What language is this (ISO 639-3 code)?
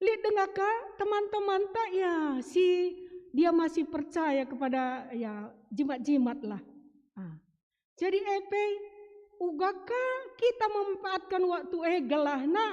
btx